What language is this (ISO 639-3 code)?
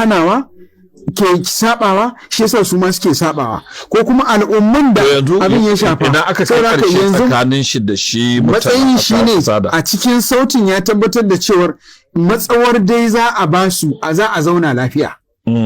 hau